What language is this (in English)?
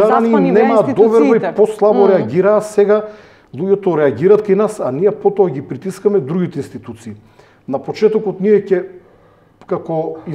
Macedonian